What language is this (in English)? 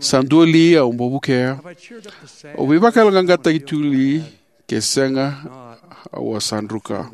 Fijian